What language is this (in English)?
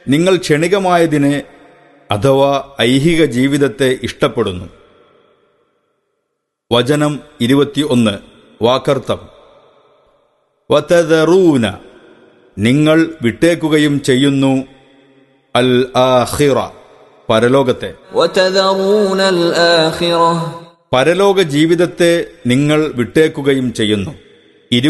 Malayalam